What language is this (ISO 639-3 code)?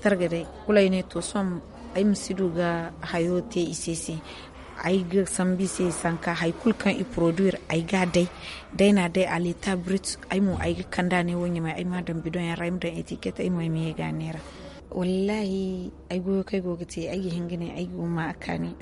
dje